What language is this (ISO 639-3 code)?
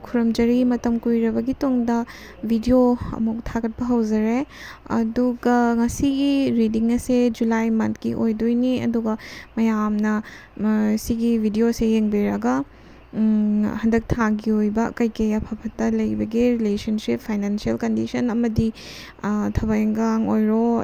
mni